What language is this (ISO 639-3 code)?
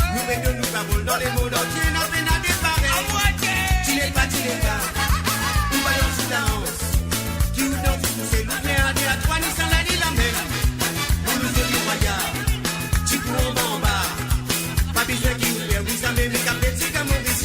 mfe